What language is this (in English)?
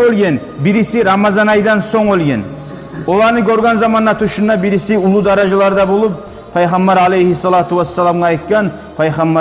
Kumyk